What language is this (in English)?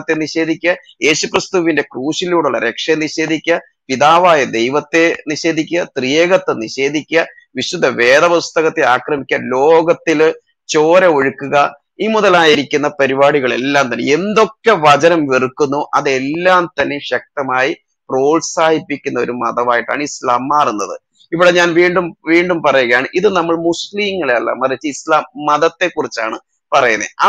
Malayalam